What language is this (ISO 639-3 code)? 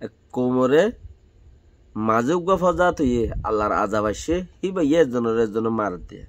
rhg